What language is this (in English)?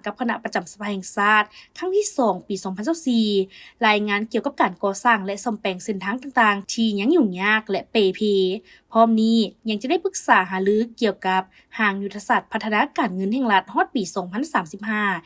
Lao